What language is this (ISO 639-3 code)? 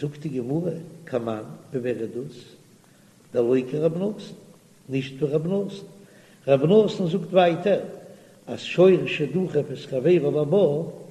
yid